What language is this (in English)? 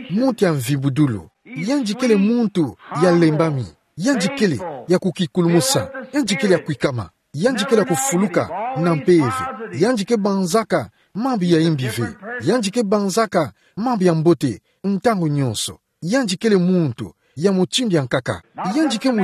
Kituba (Democratic Republic of Congo)